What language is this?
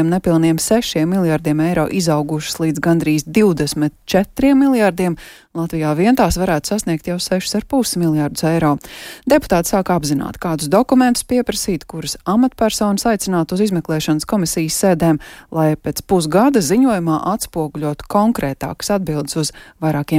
Latvian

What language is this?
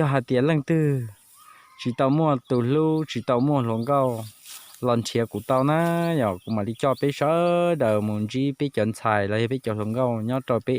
Hmong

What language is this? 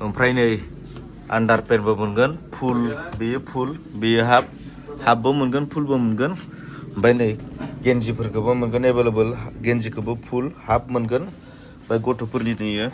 Bodo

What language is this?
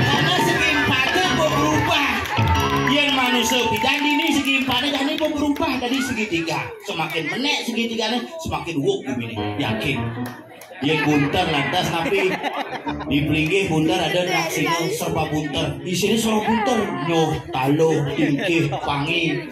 Balinese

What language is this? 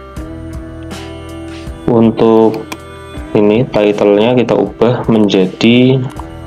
Indonesian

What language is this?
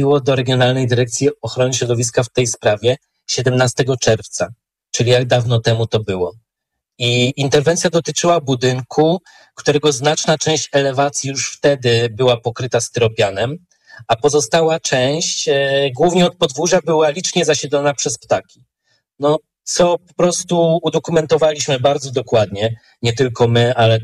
Polish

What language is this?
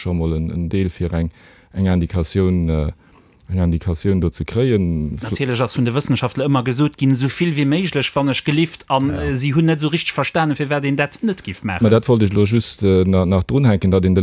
Luxembourgish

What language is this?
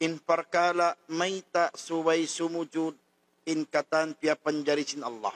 Tausug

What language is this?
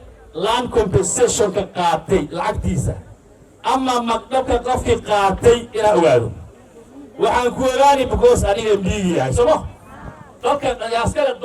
Somali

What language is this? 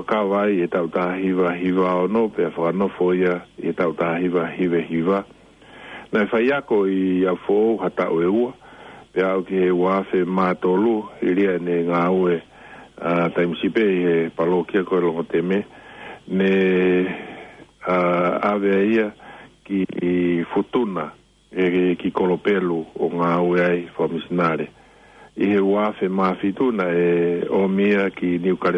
Tongan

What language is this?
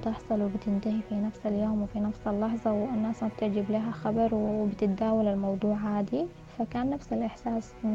Sudanese Arabic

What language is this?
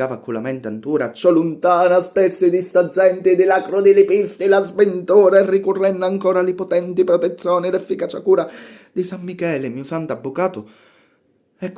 Sicilian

